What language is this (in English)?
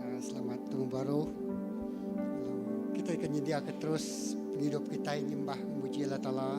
Iban